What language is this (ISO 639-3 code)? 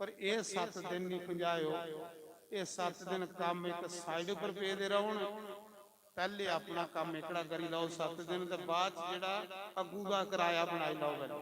doi